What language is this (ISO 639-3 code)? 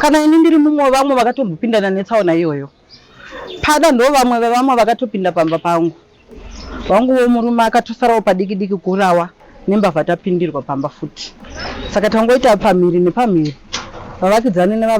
sna